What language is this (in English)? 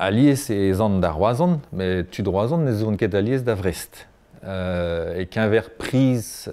Breton